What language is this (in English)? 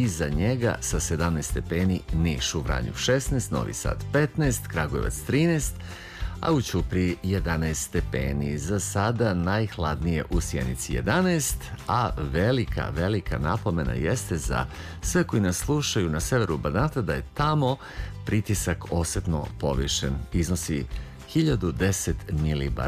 Serbian